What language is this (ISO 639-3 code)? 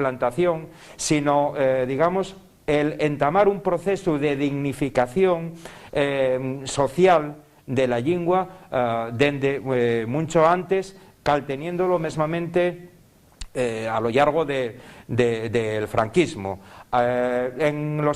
ast